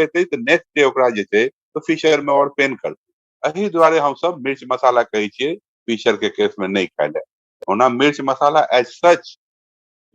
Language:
Maithili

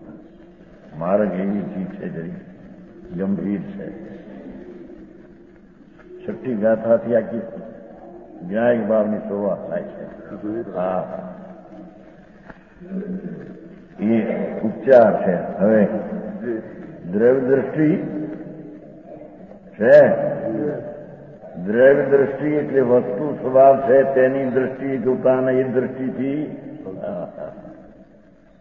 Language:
Gujarati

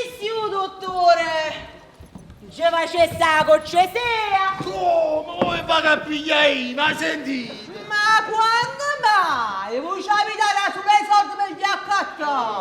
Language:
Neapolitan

